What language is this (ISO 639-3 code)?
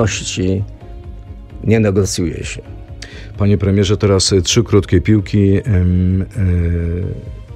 pol